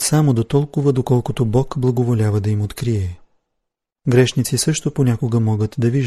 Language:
Bulgarian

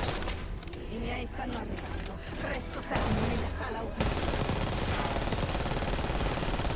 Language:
Italian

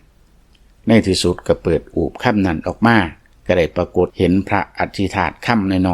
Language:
Lao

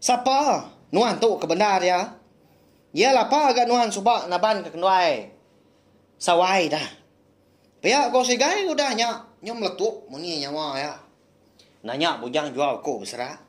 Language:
Iban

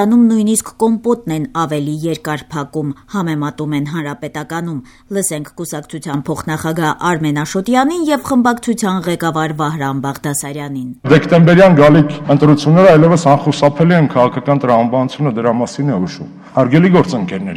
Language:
Armenian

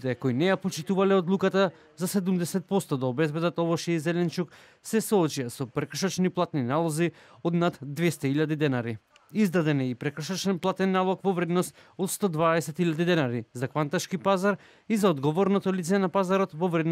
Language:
Macedonian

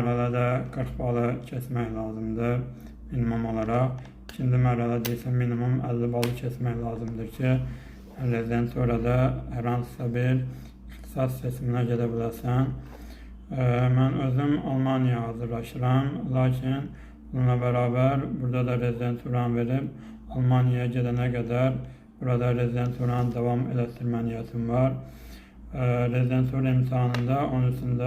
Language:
Azerbaijani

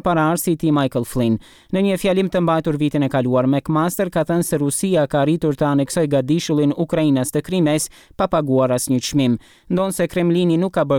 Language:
Albanian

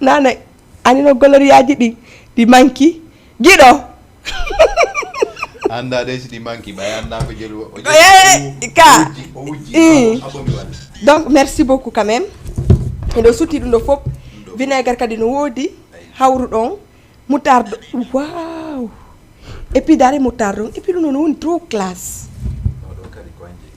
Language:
Fula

